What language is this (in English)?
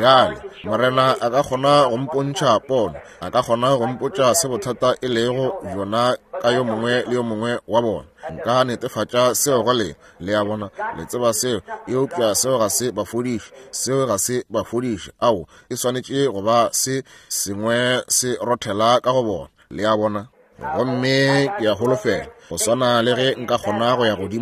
Northern Sotho